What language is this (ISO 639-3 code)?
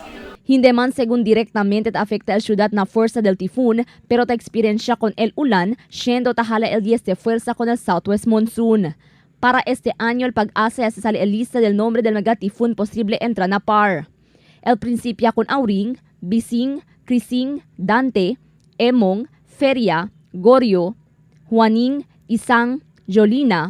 cbk